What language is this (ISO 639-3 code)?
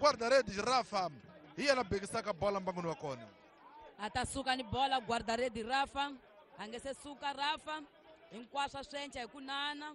tso